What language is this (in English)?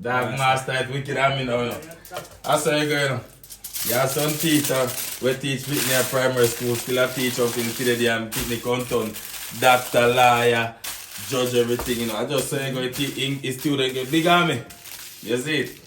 Jamaican Creole English